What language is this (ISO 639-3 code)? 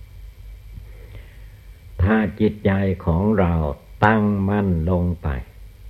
tha